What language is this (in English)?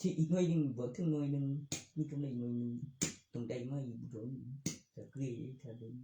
Northeastern Thai